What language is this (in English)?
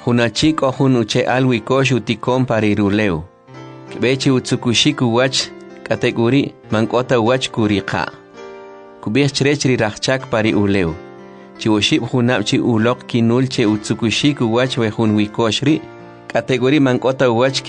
Kʼicheʼ